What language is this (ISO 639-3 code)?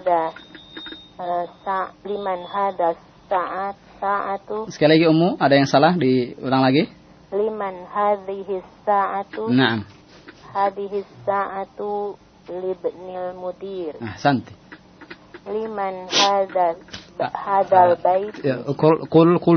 ind